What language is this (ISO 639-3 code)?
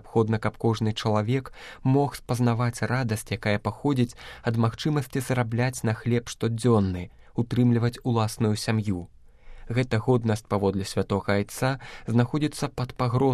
bel